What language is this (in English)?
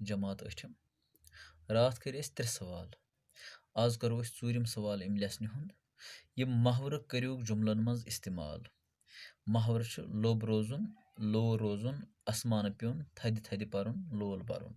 Kashmiri